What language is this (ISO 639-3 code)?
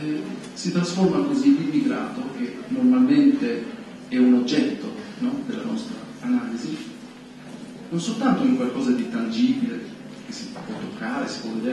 ita